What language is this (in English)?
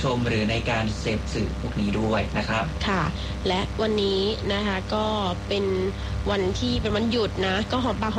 Thai